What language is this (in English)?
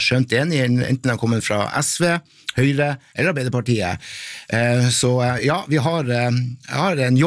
Norwegian